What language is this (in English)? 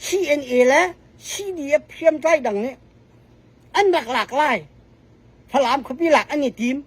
Falam Chin